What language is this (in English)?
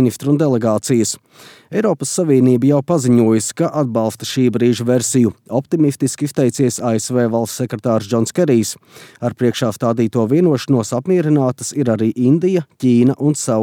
Latvian